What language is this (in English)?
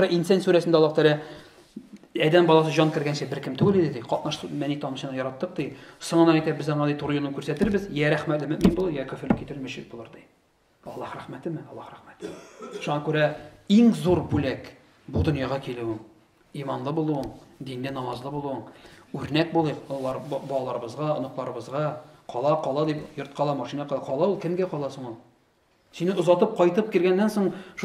Tatar